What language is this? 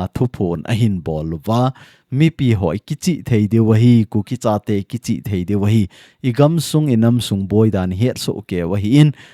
Thado Chin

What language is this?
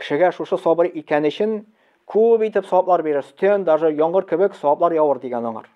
Tatar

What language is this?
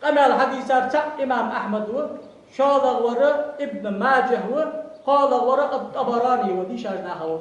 Ingush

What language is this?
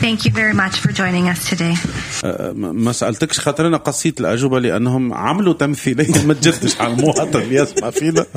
Tunisian Arabic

